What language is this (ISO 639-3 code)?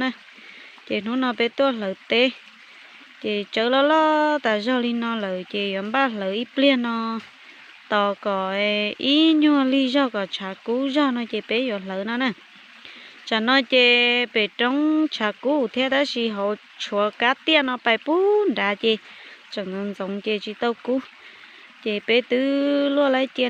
hmn